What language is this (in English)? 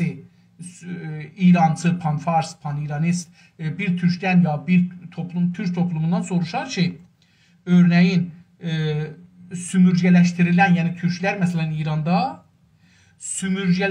South Azerbaijani